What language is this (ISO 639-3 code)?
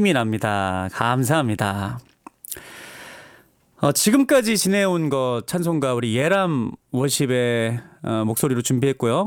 kor